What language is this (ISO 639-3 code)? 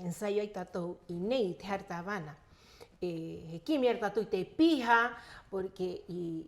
rap